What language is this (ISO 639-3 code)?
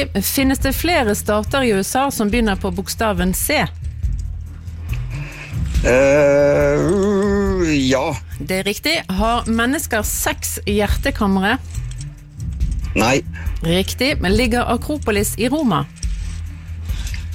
nor